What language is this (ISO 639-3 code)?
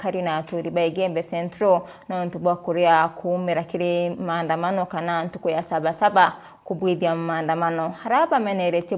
mer